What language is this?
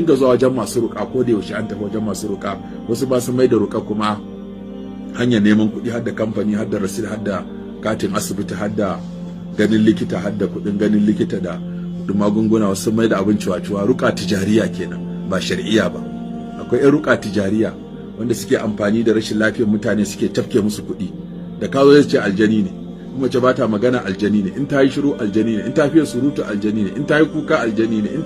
Hausa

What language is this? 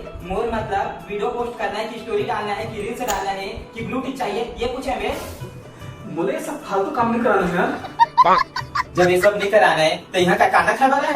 Chhattisgarhi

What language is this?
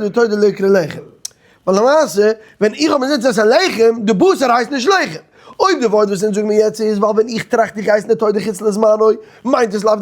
Yiddish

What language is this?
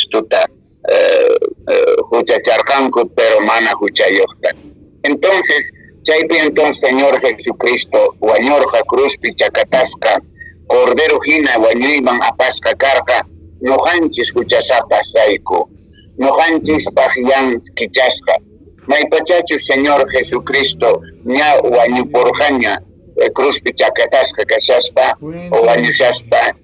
Quechua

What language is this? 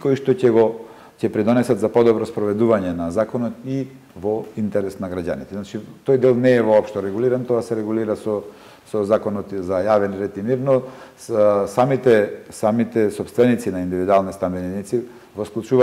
Macedonian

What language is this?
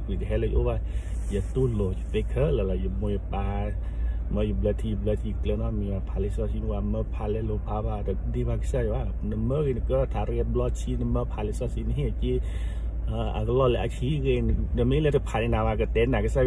S'gaw Karen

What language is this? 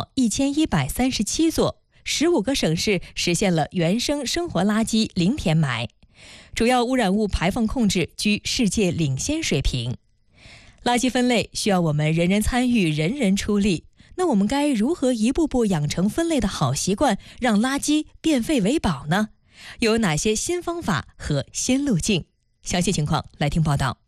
Chinese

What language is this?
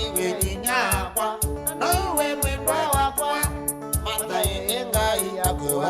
Kamba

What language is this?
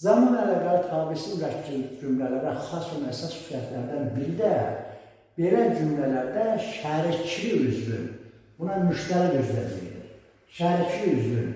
Azerbaijani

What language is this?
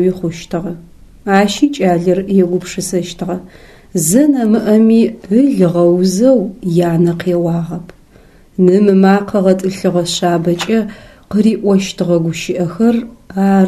Adyghe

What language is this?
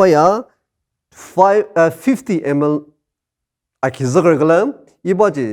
Ao Naga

